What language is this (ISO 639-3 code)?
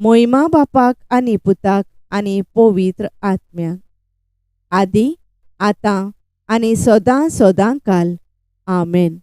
kok